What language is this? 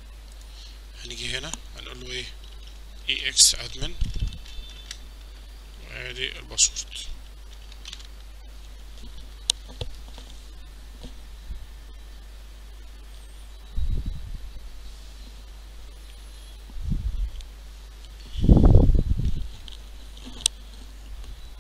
Egyptian Arabic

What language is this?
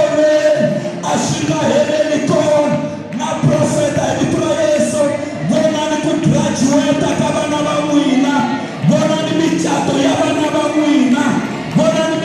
Tsonga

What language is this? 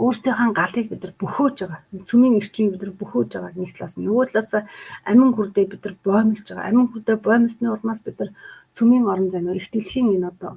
Mongolian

